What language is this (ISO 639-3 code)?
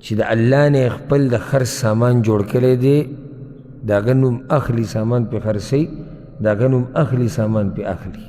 pus